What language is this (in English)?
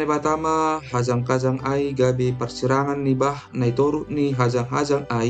Batak Simalungun